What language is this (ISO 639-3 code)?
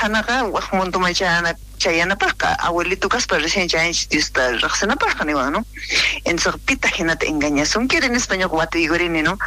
quh